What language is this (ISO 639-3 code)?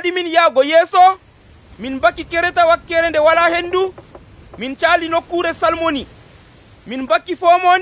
fuv